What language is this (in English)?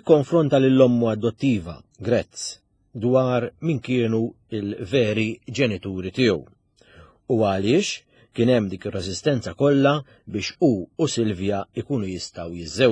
Maltese